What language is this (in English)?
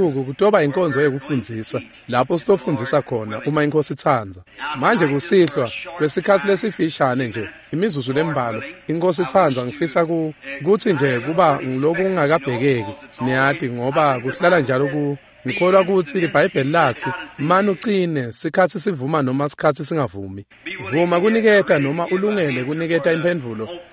Swati